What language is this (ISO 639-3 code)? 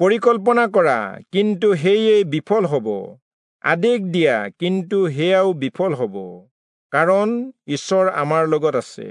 asm